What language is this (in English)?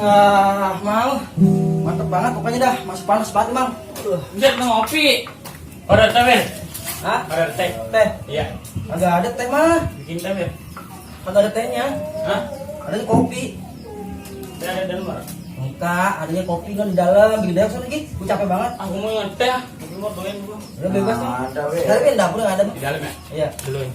Betawi